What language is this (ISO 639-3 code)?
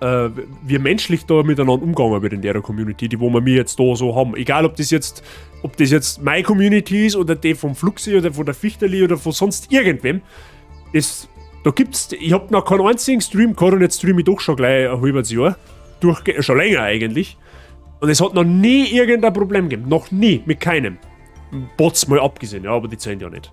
bar